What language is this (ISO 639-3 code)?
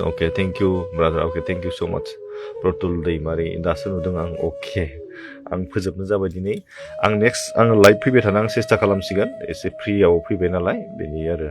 brx